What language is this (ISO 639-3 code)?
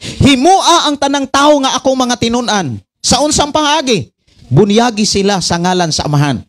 ceb